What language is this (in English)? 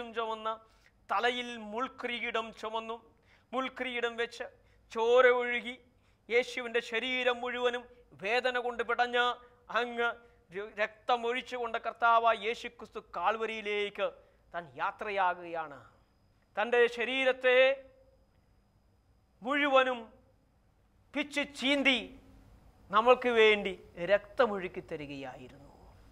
Malayalam